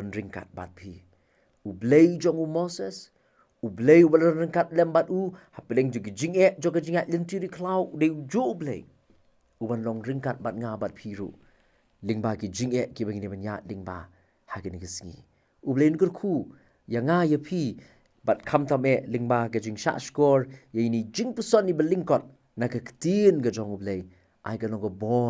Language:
Khasi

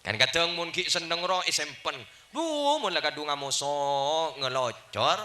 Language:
Madurese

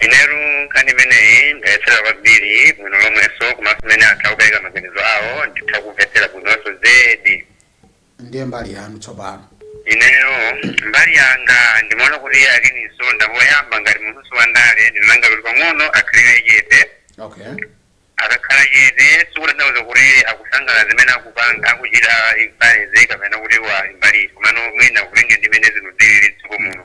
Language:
Nyanja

